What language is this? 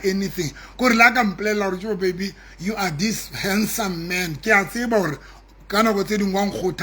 Southern Sotho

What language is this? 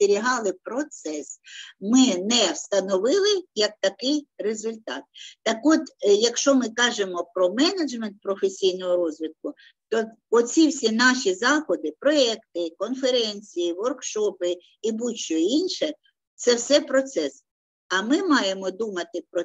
Ukrainian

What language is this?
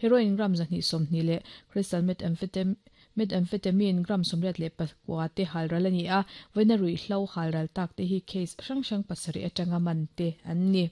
Mizo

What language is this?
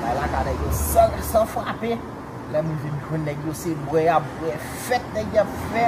Haitian Creole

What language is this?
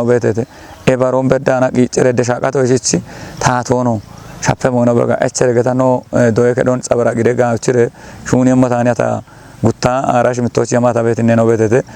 Kafa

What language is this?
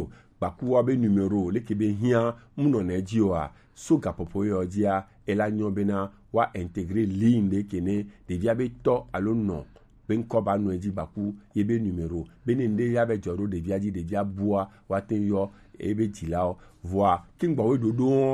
Gen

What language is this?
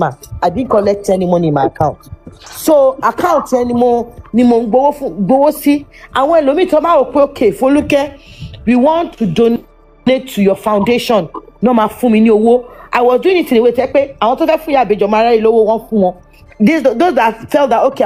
Yoruba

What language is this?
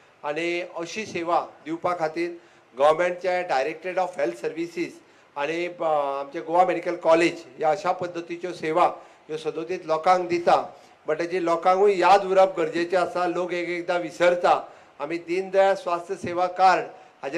Konkani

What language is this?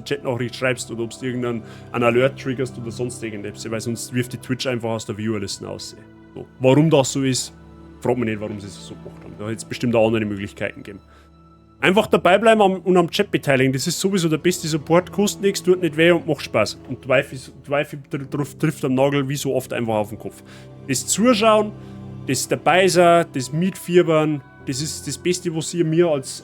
Bavarian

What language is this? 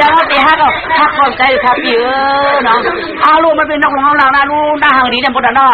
Shan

